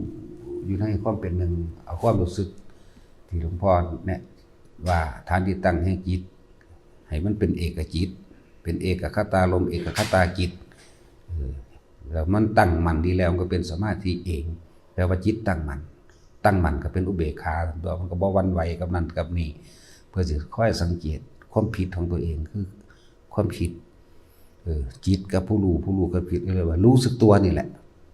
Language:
Northeastern Thai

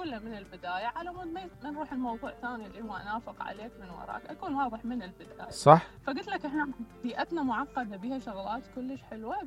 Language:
Mesopotamian Arabic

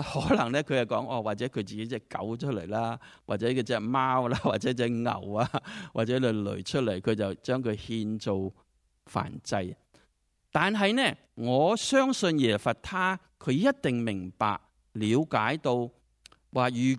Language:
Cantonese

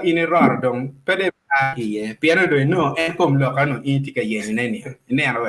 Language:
Acoli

